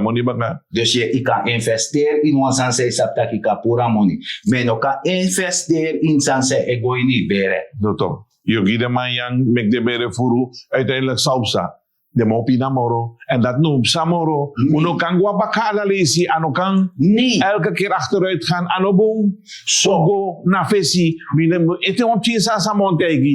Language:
Sranan Tongo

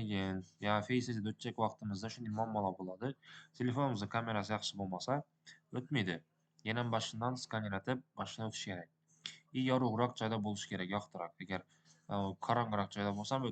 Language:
Uzbek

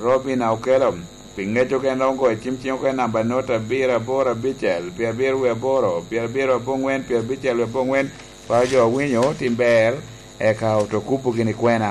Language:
Lango (Uganda)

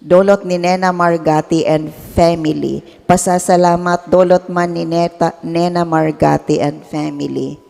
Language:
Bikol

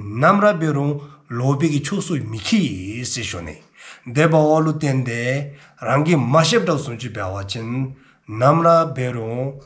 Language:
Dzongkha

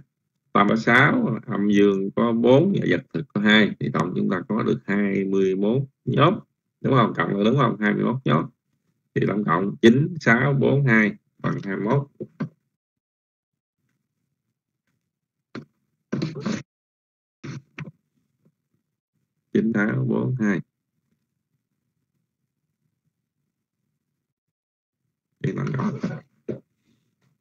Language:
Vietnamese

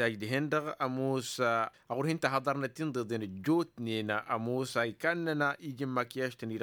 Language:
Tamasheq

